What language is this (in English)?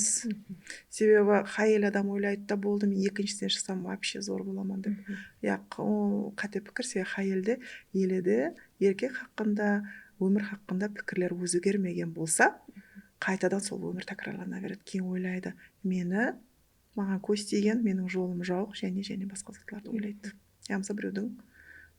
Kara-Kalpak